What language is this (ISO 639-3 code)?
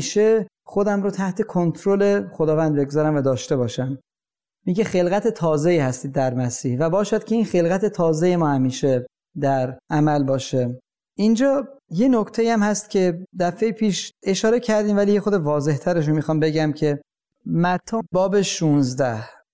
fas